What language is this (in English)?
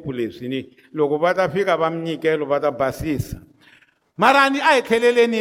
Tsonga